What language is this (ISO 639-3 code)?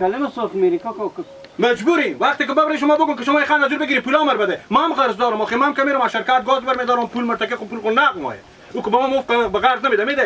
haz